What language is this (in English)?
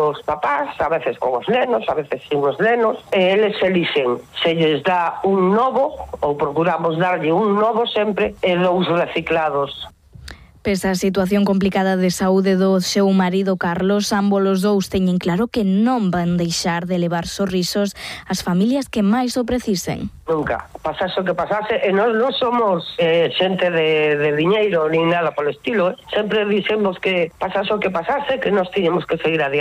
Galician